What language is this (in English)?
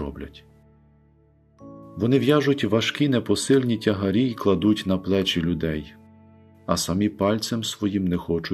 Ukrainian